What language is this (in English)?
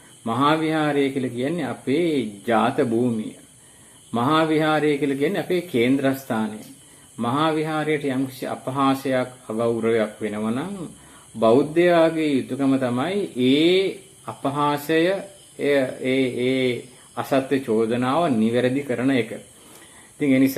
Sinhala